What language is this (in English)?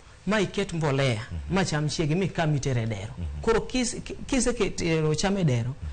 Luo (Kenya and Tanzania)